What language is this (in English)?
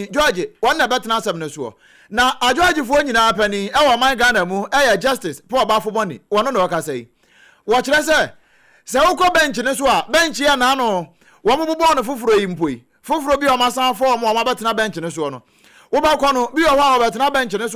Akan